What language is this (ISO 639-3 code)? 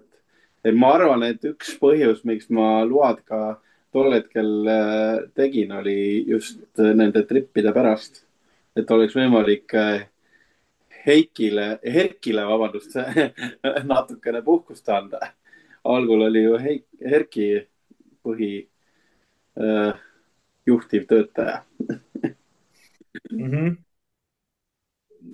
est